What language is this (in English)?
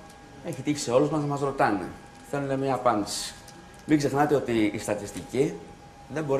Greek